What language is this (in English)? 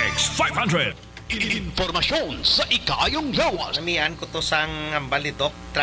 Hiligaynon